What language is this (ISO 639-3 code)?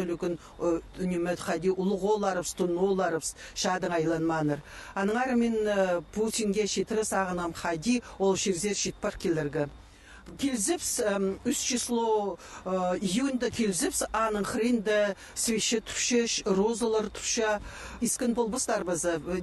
kjh